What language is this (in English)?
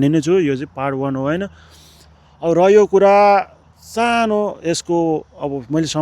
Nepali